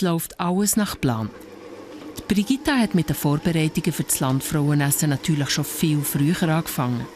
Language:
Swiss German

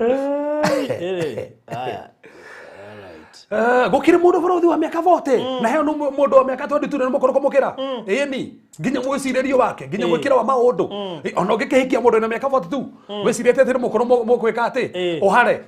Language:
Kikuyu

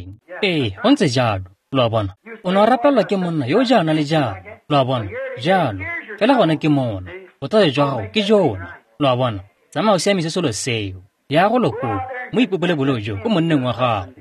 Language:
Tswana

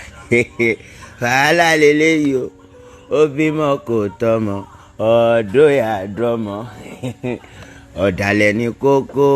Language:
Yoruba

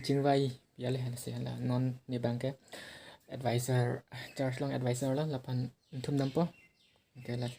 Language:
Karbi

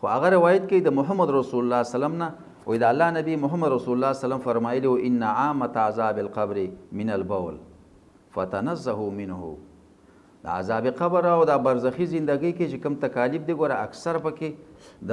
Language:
Pashto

